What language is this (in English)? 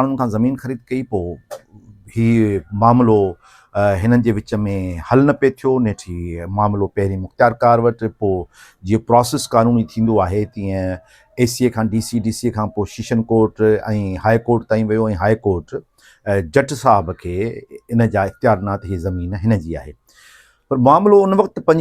Sindhi